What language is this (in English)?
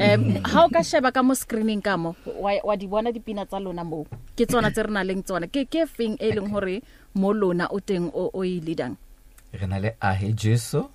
Southern Sotho